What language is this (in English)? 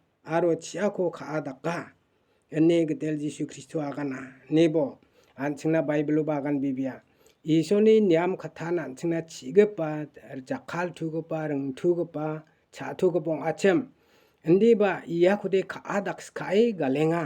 Garo